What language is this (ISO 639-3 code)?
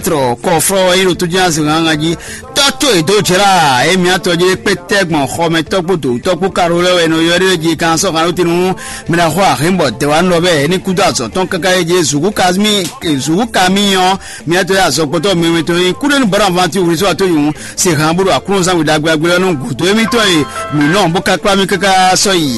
fon